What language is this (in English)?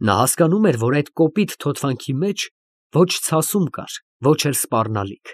Armenian